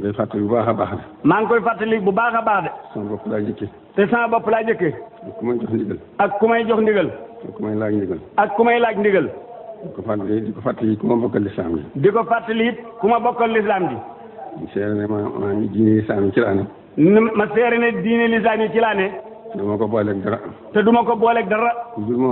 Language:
Wolof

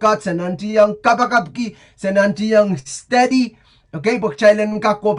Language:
Pohnpeian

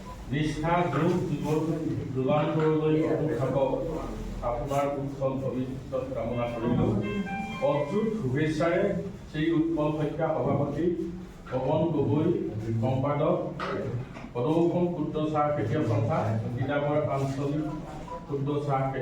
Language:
Assamese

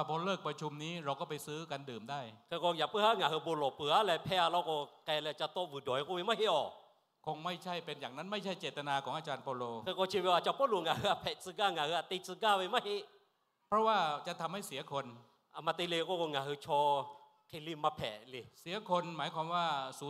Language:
Lahu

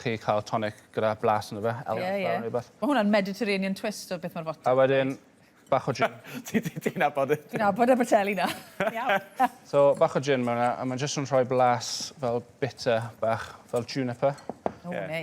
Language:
Welsh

